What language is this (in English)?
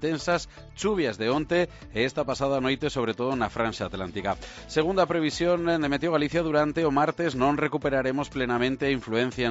Galician